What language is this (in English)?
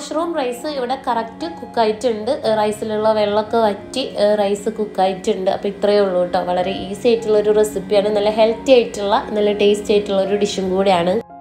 Malayalam